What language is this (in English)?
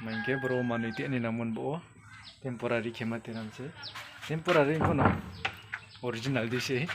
Riang (India)